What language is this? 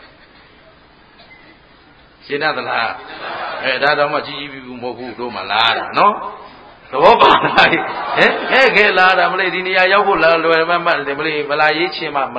Burmese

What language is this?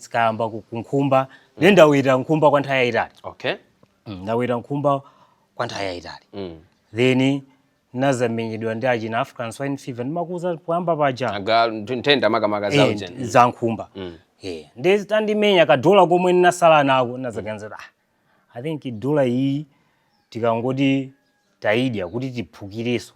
Nyanja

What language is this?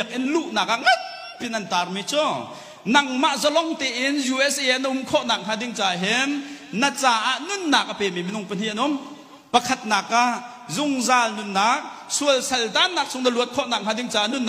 Hakha Chin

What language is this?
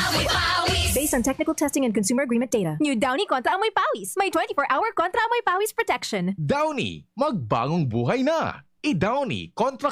Bikol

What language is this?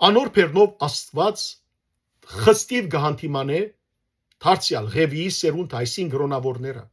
Western Armenian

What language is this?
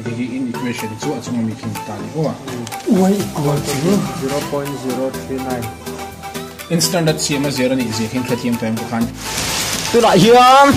Mizo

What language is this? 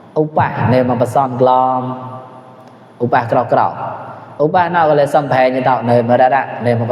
Mon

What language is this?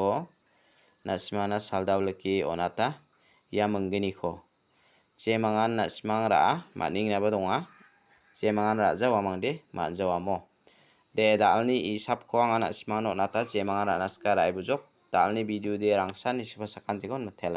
Garo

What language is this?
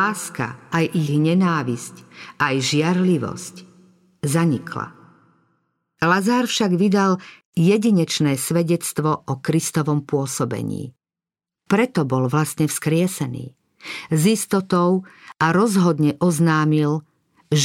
Slovak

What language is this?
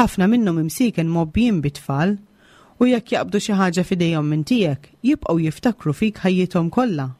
Maltese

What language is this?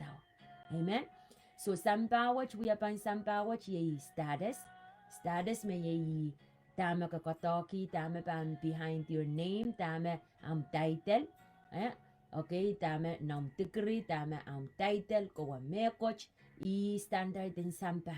Pohnpeian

